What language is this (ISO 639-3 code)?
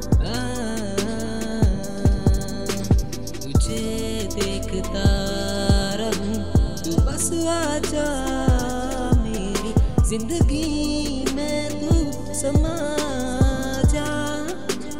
hin